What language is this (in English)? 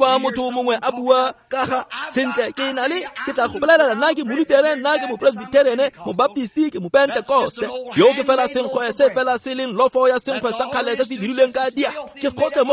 Tswana